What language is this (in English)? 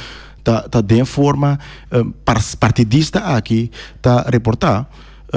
Papiamento